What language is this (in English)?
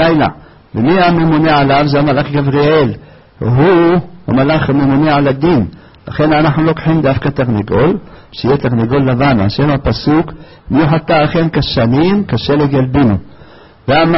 Hebrew